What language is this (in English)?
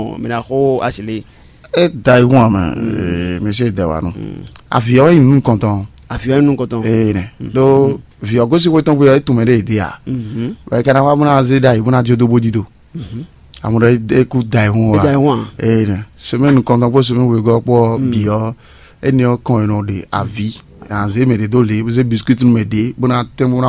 Fon